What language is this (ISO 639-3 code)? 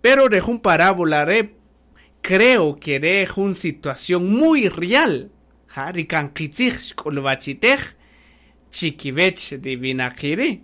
cak